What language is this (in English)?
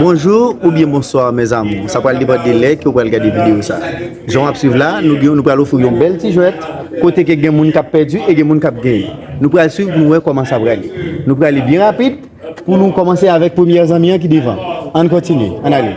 Haitian Creole